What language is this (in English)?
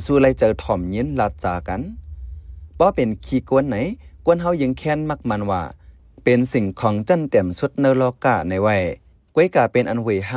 Shan